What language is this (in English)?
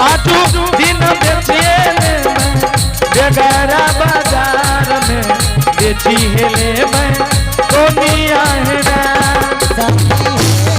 Angika